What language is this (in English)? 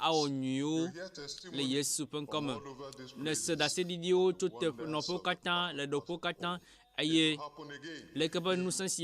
Ewe